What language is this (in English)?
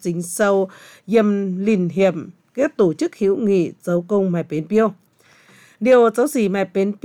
Vietnamese